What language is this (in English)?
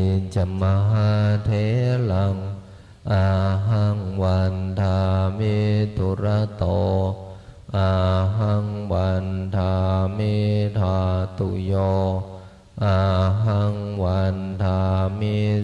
Pali